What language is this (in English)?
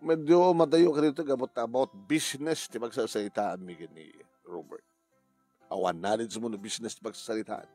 Iloko